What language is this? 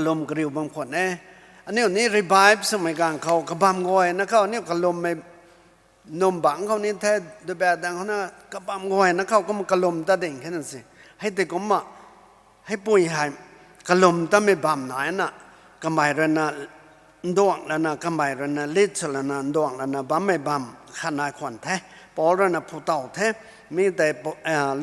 Rongmei Naga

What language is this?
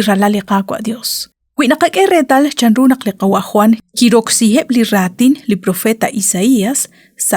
Kekchí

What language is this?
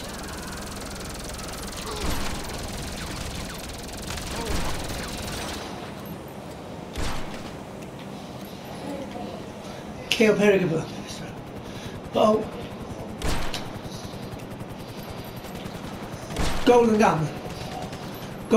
Swedish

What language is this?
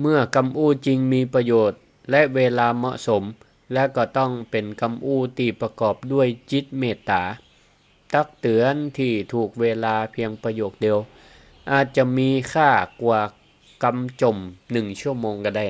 Northern Thai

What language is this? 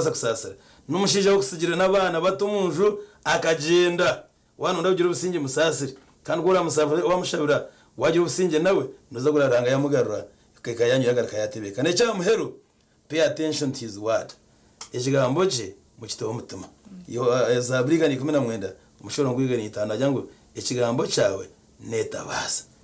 Nyankole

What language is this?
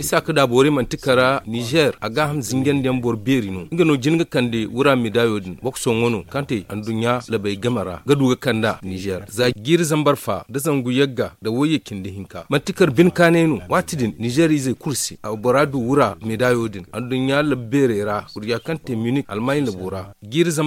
Zarma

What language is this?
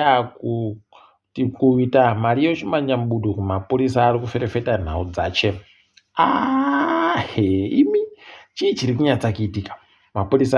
Ndau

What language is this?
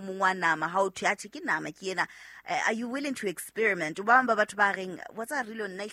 Southern Sotho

